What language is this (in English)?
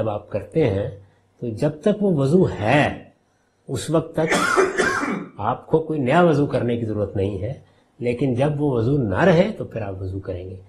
Urdu